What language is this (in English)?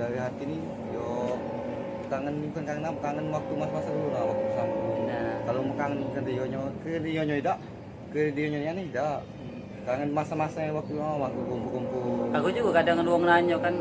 Musi